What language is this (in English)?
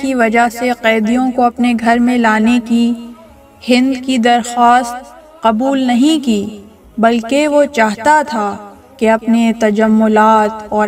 Urdu